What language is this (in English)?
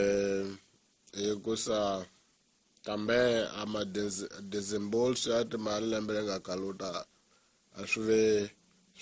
Tsonga